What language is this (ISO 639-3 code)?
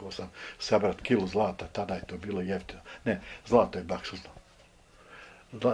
bos